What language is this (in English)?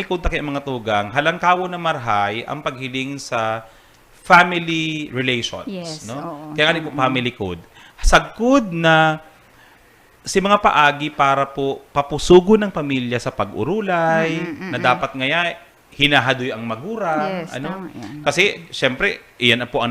Bikol